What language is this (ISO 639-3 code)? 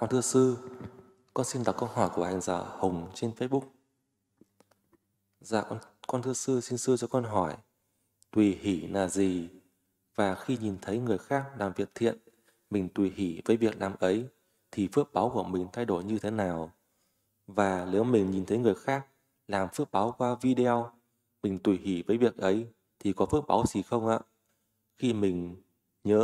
vie